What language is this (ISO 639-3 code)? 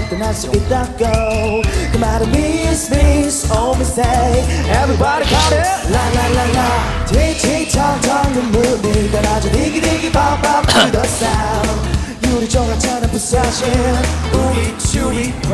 kor